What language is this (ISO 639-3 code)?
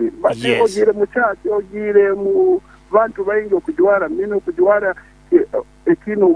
nyo